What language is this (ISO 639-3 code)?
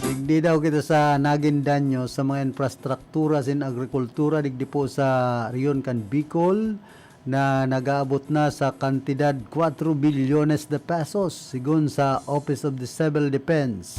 bik